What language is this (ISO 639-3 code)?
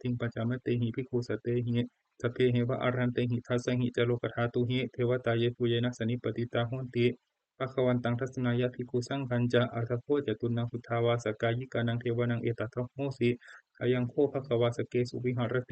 pli